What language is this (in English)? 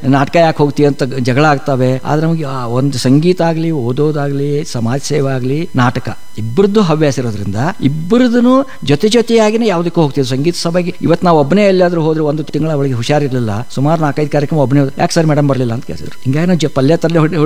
Kannada